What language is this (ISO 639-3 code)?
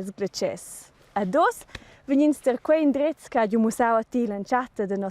roh